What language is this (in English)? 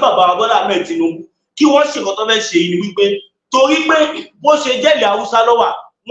Yoruba